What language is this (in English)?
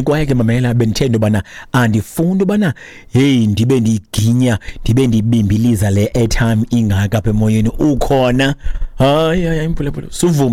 Xhosa